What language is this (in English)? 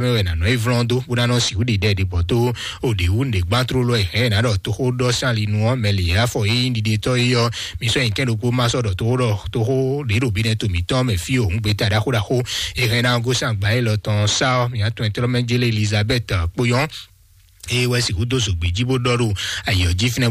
Fon